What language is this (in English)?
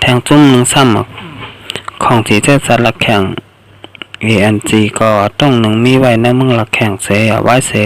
Shan